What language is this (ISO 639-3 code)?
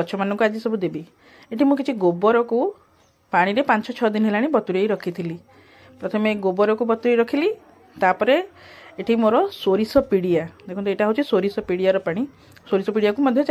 ori